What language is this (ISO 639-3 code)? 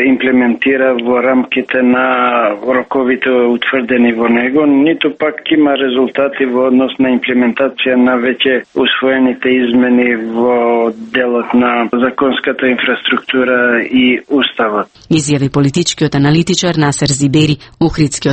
mkd